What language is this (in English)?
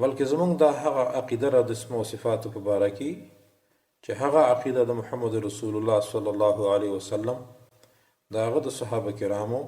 Pashto